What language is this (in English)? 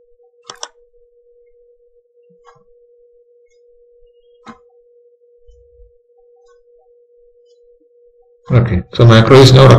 Malayalam